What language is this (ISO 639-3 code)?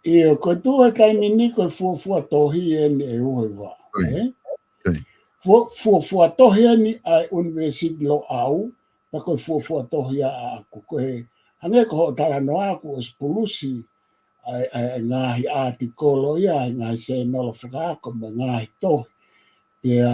ton